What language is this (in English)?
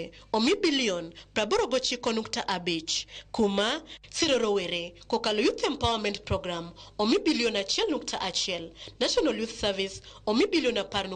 Luo (Kenya and Tanzania)